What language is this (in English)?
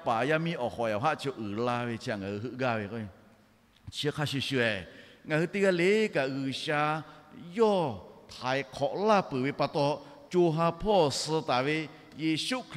Lahu